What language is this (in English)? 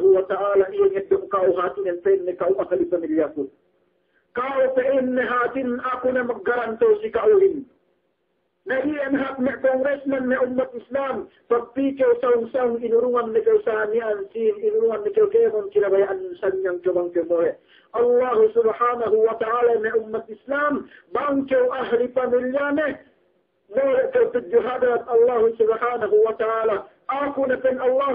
Yakan